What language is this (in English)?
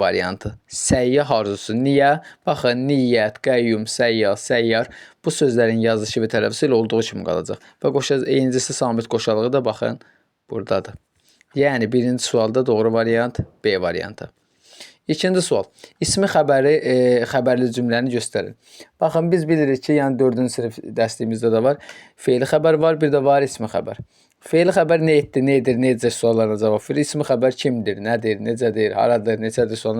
Azerbaijani